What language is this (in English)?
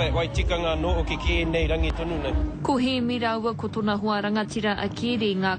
Māori